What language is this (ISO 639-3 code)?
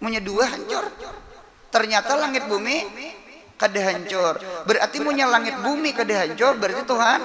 bjn